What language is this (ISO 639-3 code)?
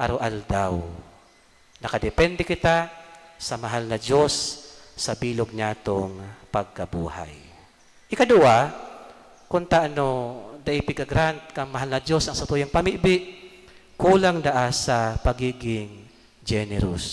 bik